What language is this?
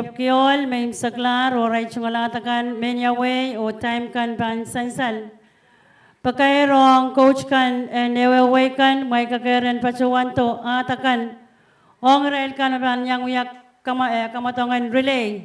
Pohnpeian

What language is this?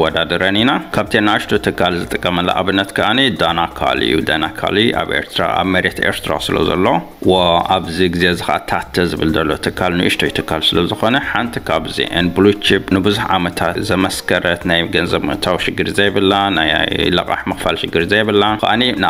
Tigrinya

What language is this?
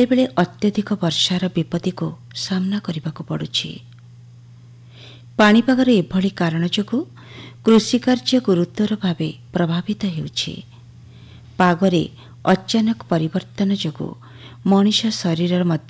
Odia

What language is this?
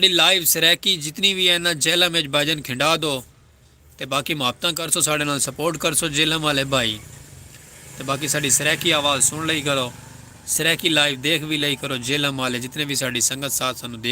Saraiki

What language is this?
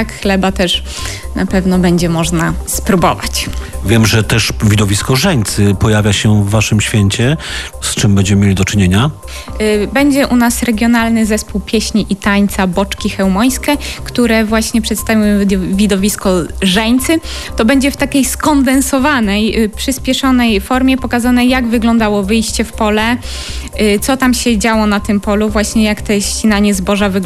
Polish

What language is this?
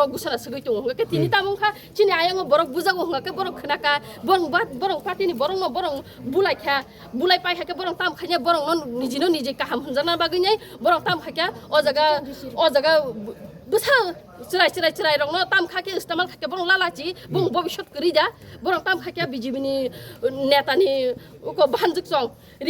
Kok Borok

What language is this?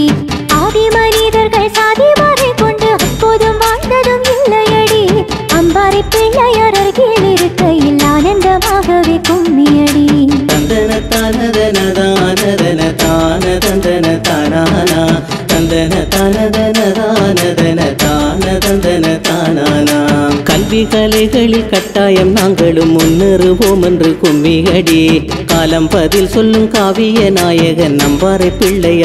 Tamil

